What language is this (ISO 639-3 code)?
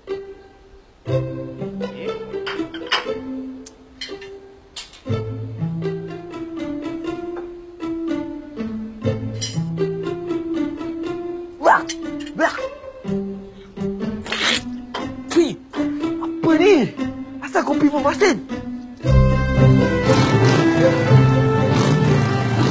msa